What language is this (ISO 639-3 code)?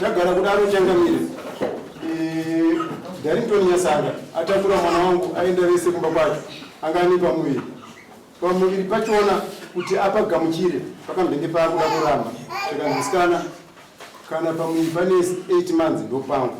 sna